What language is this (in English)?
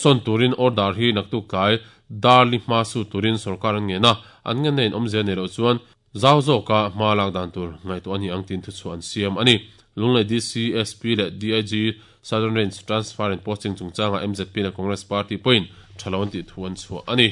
Mizo